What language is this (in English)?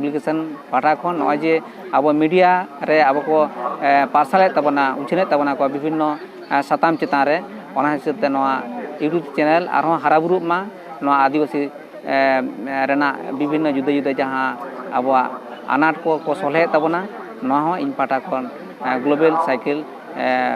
Santali